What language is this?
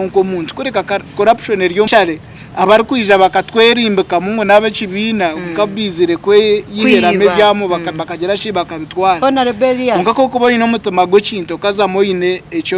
Nyankole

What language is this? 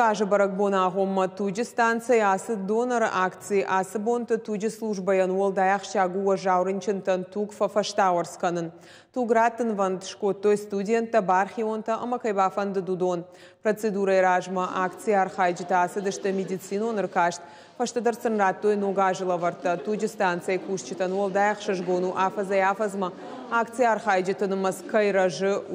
Ossetic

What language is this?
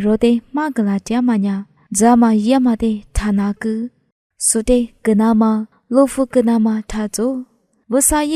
Lisu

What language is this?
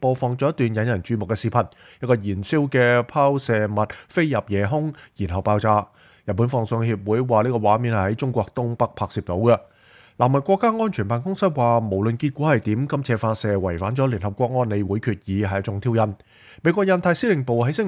Cantonese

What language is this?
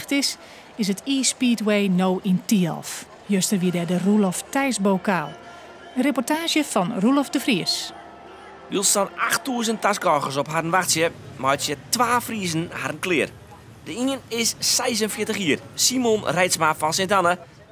Western Frisian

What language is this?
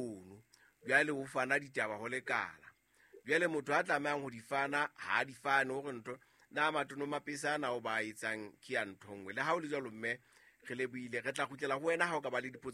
Southern Sotho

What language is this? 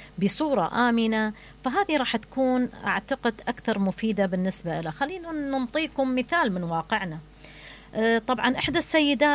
Mesopotamian Arabic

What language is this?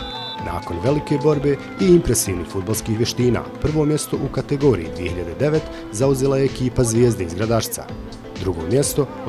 Bosnian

